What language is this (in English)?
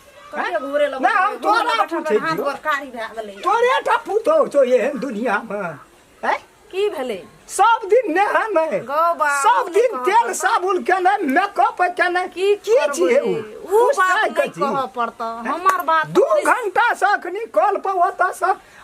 Maithili